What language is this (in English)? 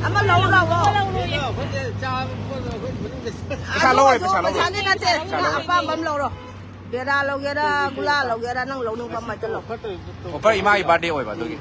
Manipuri